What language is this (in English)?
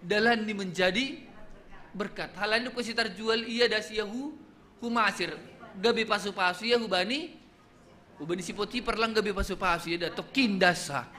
Batak Simalungun